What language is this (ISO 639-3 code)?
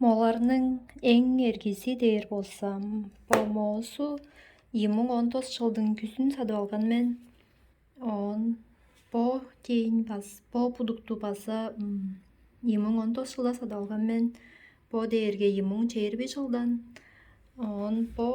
tyv